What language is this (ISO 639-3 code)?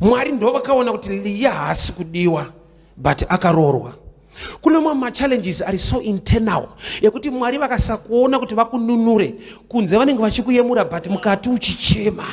sna